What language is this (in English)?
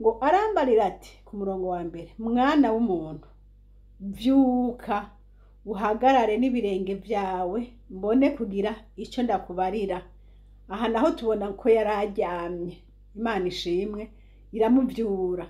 Rundi